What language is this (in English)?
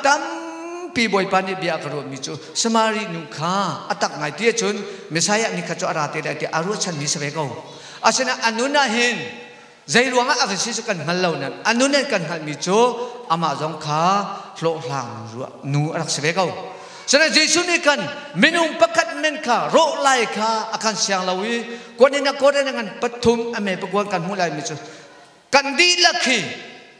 Hakha Chin